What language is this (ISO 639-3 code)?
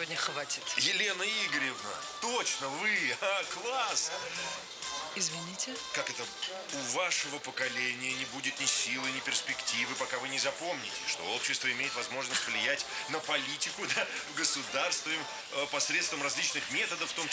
rus